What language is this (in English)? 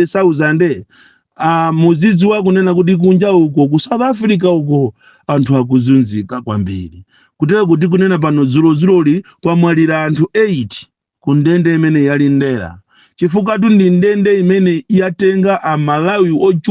Nyanja